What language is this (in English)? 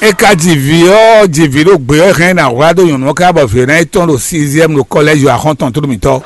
Fon